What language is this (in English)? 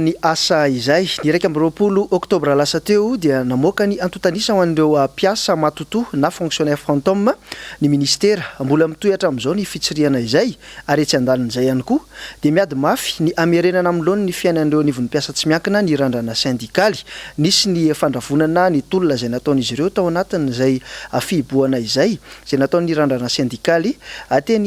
Malagasy